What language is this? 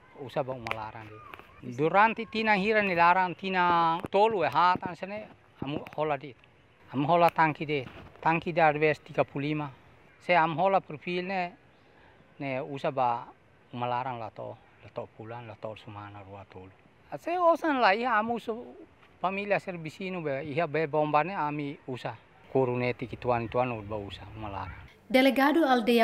Tetum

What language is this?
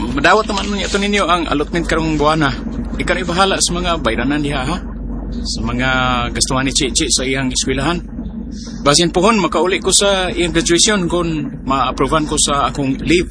Cebuano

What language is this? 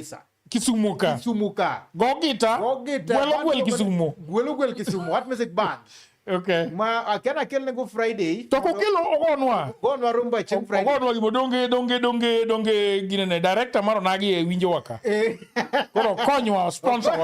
Luo (Kenya and Tanzania)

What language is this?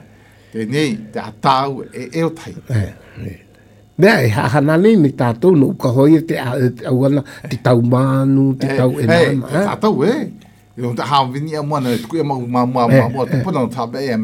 Galician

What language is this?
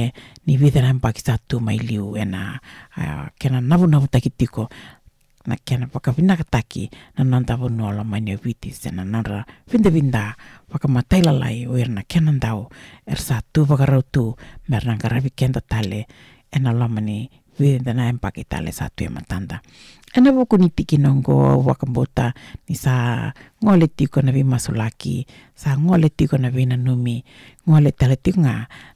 Fijian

